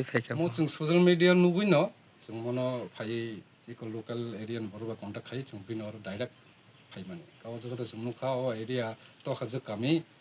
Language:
Kok Borok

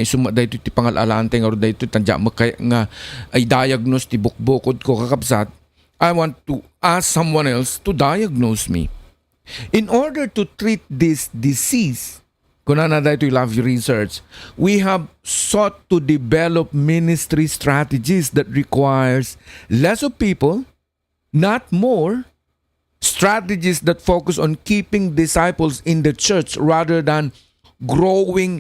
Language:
Iloko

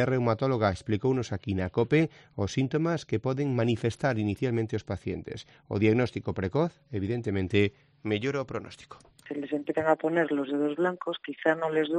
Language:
Galician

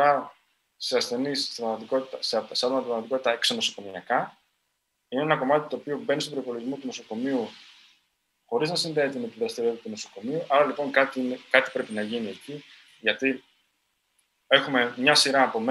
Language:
Greek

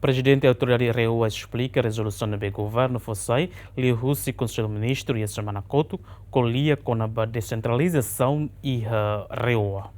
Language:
Tetum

